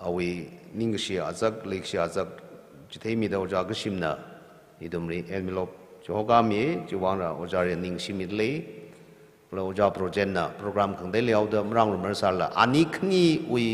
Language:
Tangkhul Naga (India)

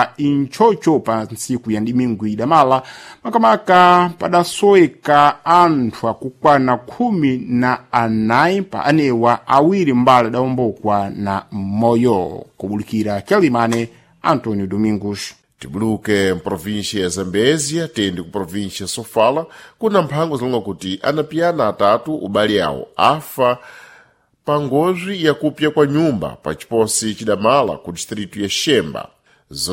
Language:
Sena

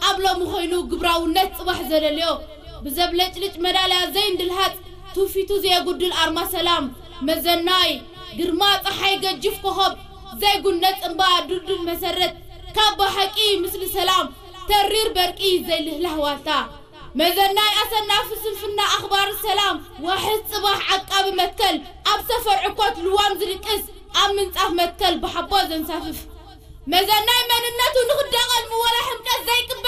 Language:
Tigrinya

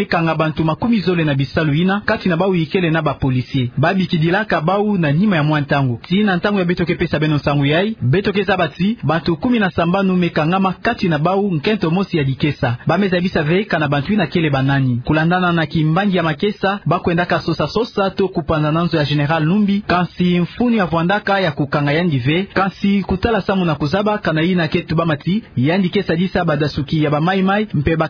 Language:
Kituba (Democratic Republic of Congo)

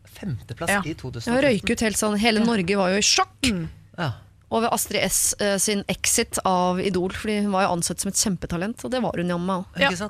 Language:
Norwegian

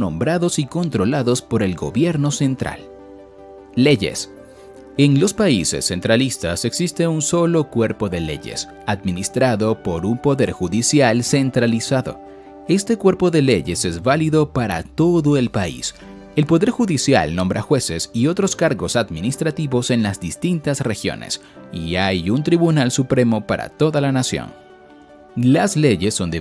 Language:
Spanish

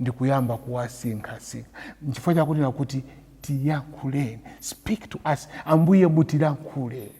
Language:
Nyanja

